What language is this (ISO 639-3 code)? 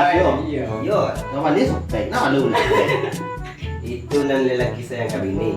min